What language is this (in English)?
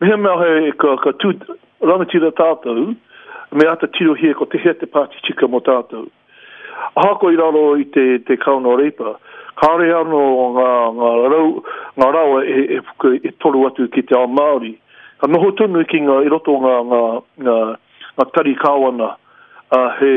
Māori